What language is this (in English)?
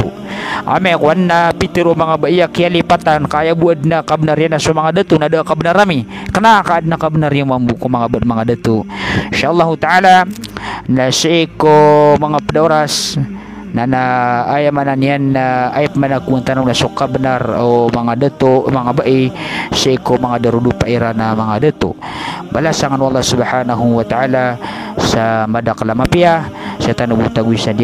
Maranao